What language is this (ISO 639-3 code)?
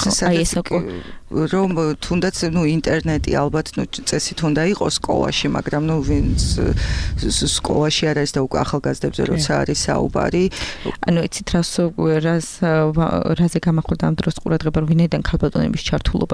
kat